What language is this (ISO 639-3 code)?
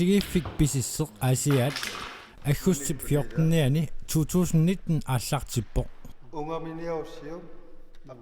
kal